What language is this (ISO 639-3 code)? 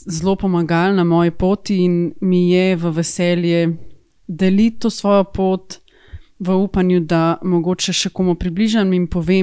slv